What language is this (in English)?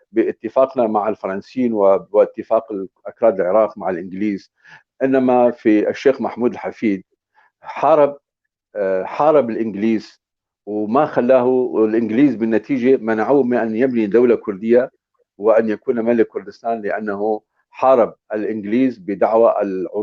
North Levantine Arabic